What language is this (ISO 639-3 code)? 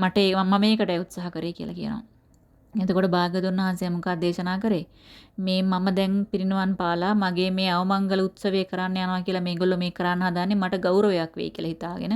sin